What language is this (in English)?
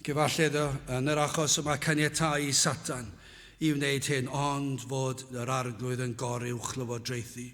Welsh